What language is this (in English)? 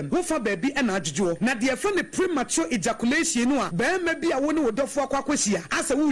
Akan